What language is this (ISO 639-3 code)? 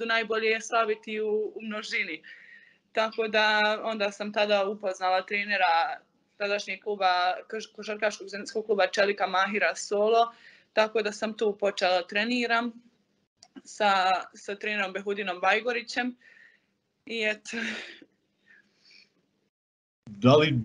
bos